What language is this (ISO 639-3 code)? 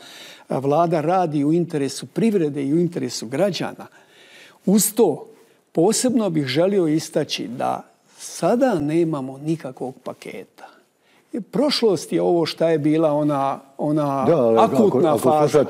bos